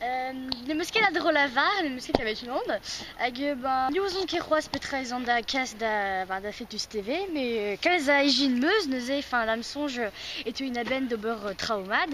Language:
Breton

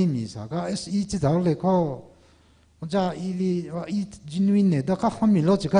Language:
Tangkhul Naga (India)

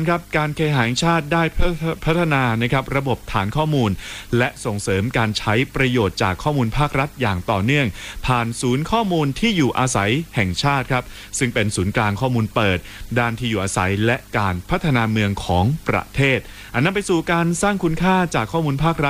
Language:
Thai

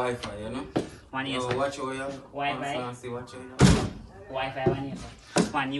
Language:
Jamaican Creole English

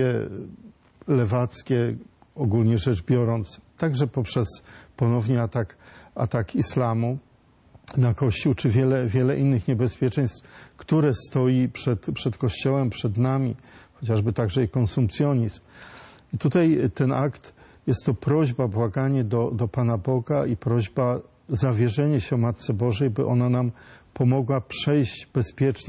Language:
Polish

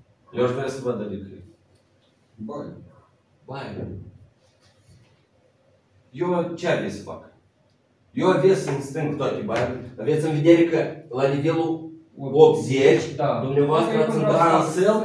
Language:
Romanian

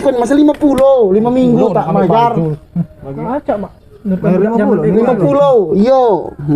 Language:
Musi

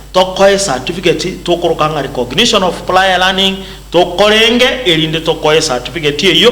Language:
Gusii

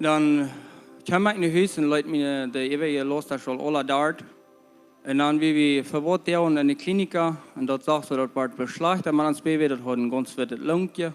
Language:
Plautdietsch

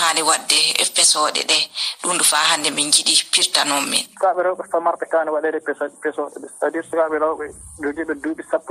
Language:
Fula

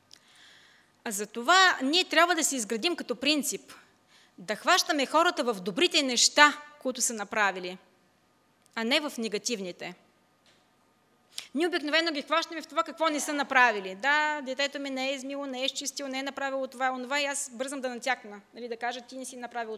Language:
Bulgarian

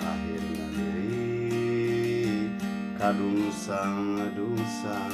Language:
Sundanese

